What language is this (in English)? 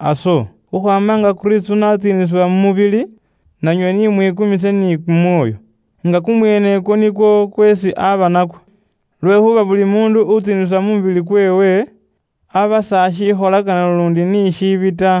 Luyia